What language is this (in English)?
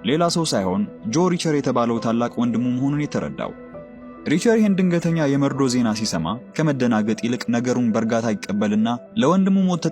Amharic